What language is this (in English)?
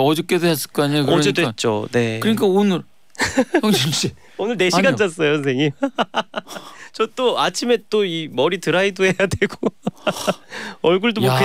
Korean